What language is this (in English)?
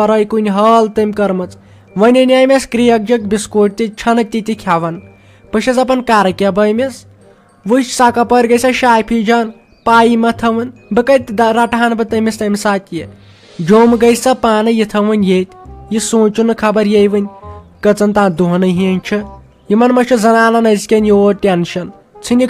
Kashmiri